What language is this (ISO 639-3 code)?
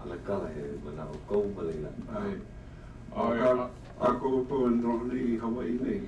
haw